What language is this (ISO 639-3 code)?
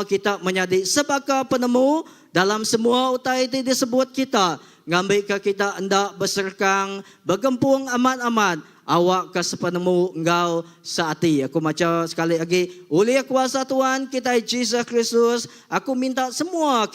iba